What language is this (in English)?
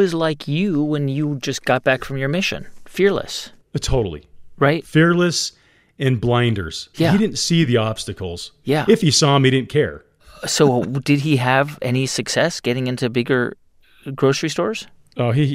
English